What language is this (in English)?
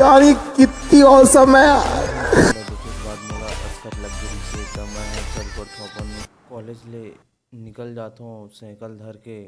Chhattisgarhi